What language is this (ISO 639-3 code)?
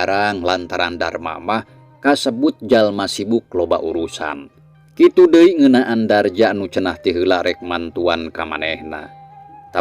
sun